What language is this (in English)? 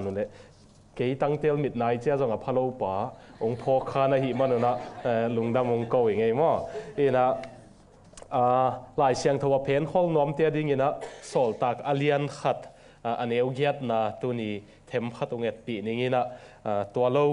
Tedim Chin